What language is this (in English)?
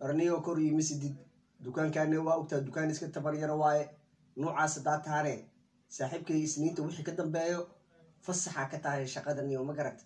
Somali